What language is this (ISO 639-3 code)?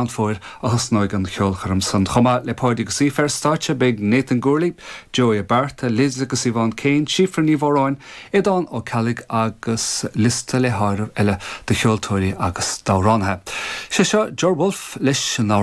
gle